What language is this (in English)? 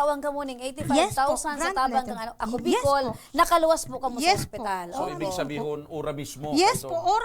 Bikol